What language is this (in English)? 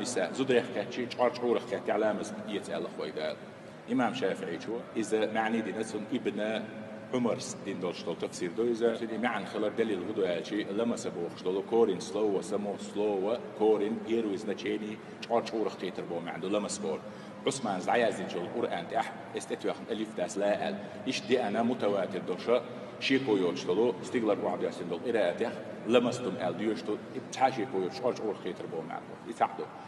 Chechen